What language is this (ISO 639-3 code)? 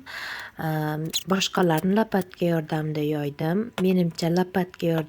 uzb